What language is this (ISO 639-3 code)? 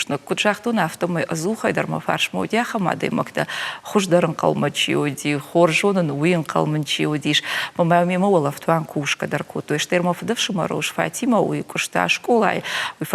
oss